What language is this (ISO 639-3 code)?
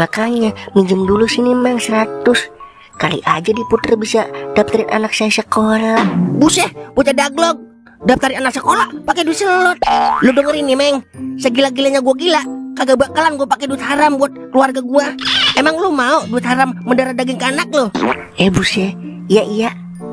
bew